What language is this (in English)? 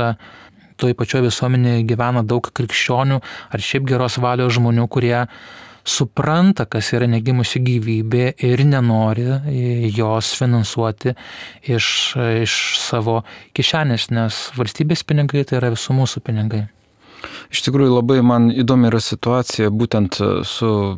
Lithuanian